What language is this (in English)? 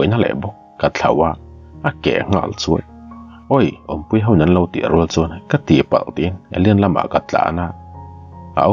Mizo